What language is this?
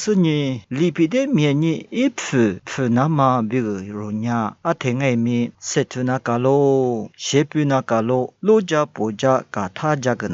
Lisu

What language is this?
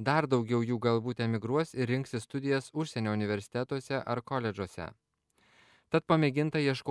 Lithuanian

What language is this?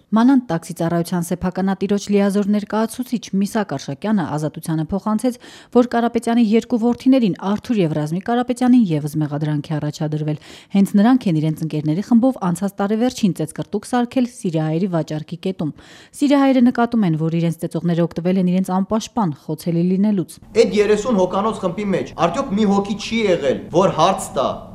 Armenian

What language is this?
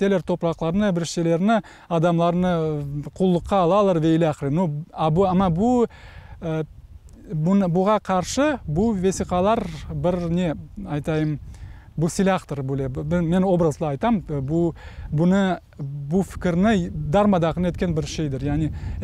Crimean Tatar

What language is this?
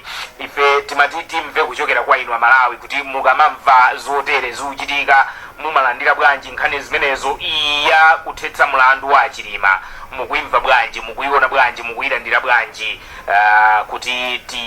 Nyanja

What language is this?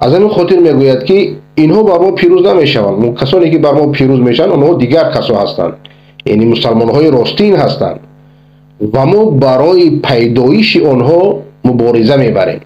Persian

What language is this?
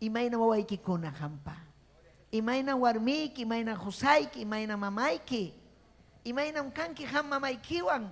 Ayacucho Quechua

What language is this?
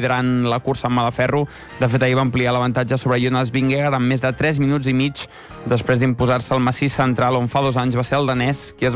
Catalan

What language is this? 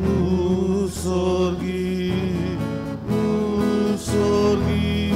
Konkani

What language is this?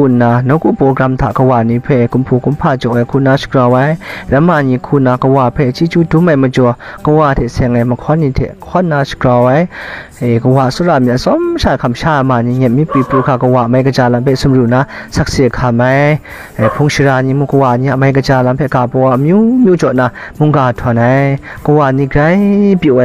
Kachin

